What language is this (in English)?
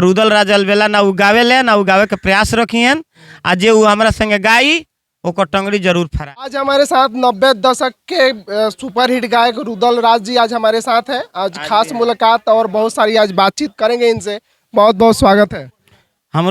Bhojpuri